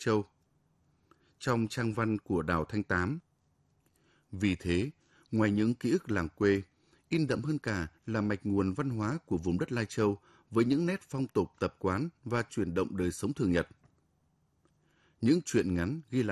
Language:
Vietnamese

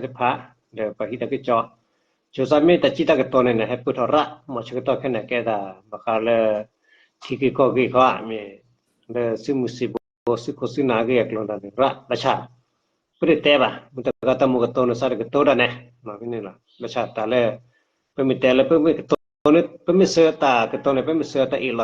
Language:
S'gaw Karen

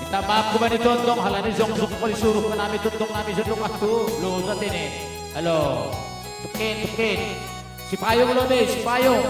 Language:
Batak Simalungun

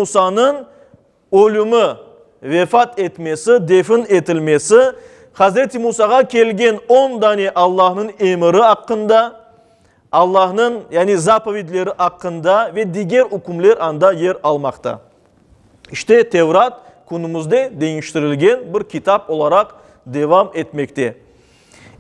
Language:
Crimean Tatar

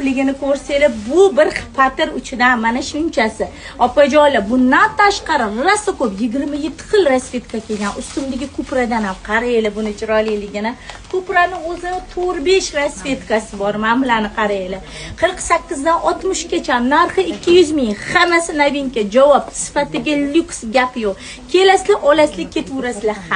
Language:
Uzbek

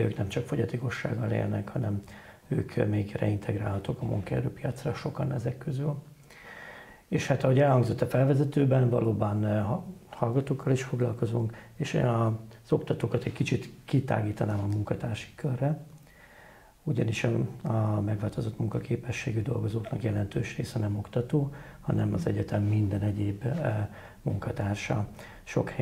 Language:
Hungarian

